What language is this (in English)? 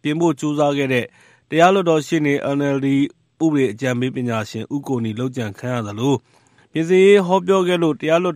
Burmese